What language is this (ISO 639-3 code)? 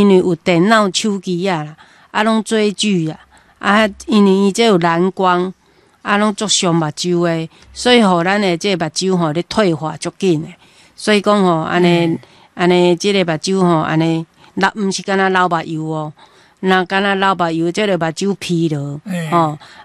nan